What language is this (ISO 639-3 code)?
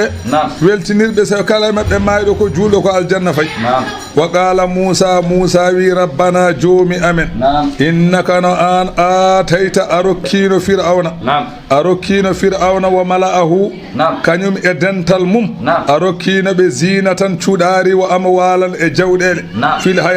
ful